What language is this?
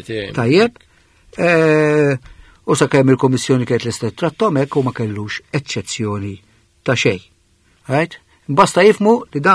Maltese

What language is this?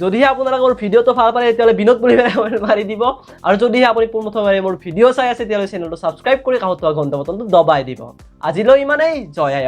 Assamese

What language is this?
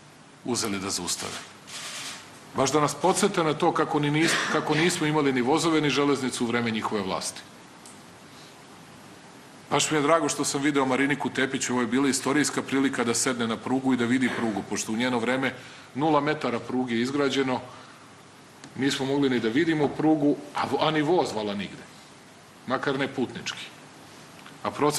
Serbian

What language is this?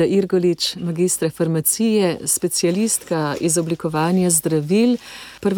Slovenian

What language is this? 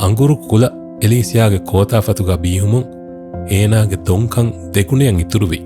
Divehi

